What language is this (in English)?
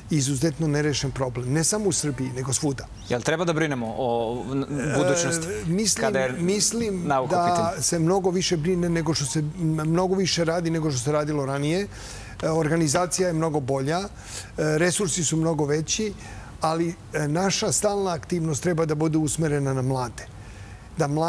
Serbian